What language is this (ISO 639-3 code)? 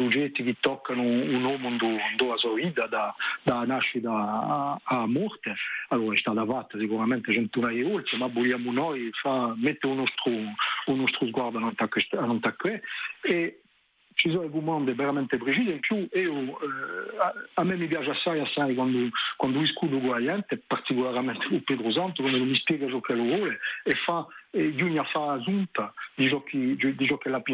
cos